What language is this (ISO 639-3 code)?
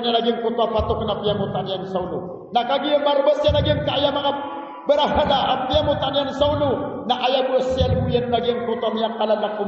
mrw